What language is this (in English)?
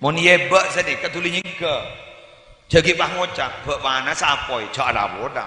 Madurese